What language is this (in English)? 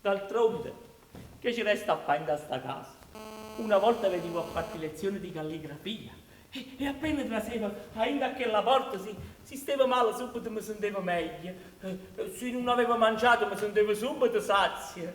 Neapolitan